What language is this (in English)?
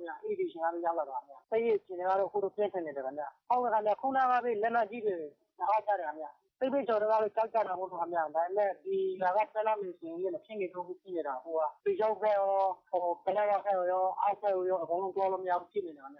Burmese